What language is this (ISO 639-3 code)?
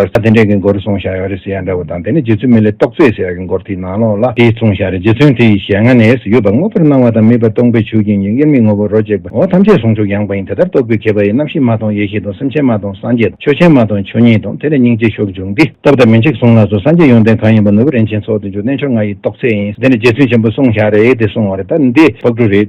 bod